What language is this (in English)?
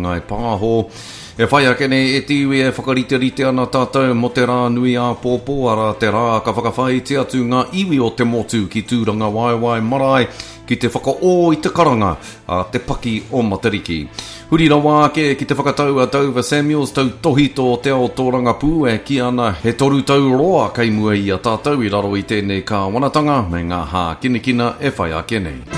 Māori